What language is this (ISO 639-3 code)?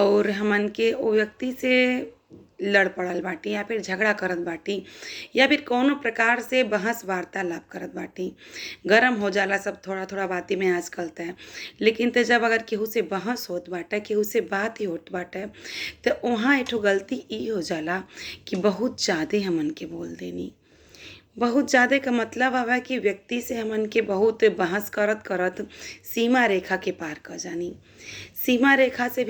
bho